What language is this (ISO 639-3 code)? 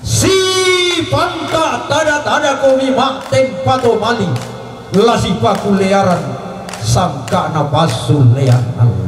sda